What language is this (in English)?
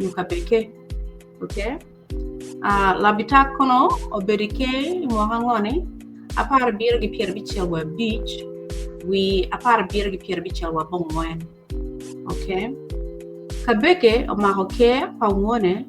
Acoli